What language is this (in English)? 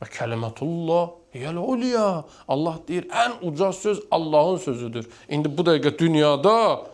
Azerbaijani